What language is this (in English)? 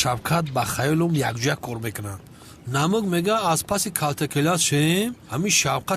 Tajik